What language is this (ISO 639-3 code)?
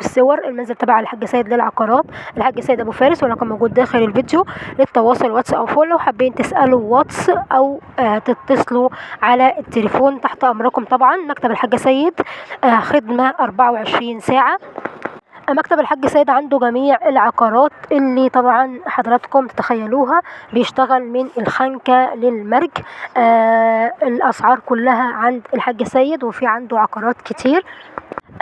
arz